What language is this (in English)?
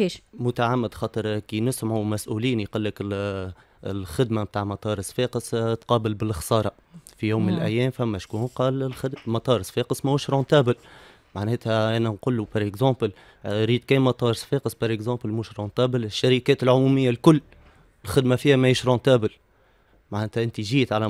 Tunisian Arabic